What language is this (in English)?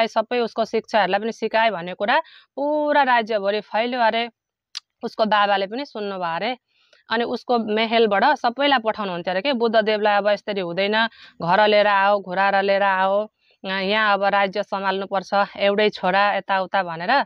Nepali